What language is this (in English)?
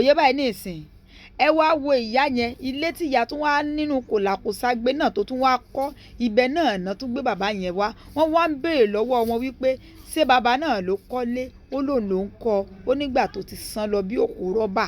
Yoruba